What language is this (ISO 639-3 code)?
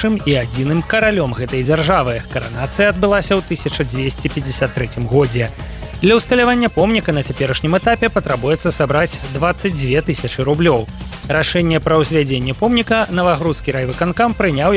bel